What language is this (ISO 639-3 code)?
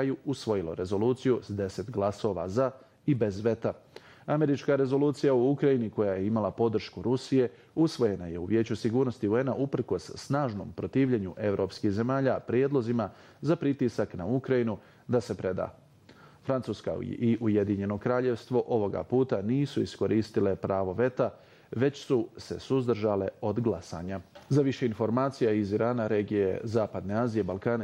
bos